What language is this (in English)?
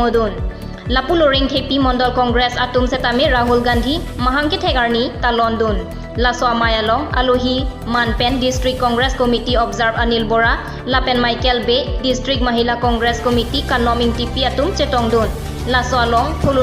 Karbi